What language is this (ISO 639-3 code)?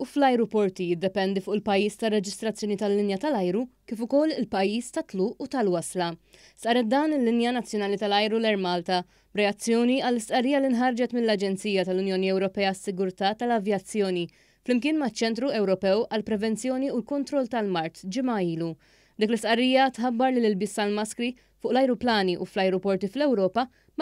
mlt